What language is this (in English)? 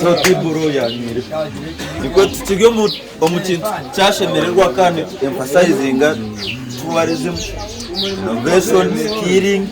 Nyankole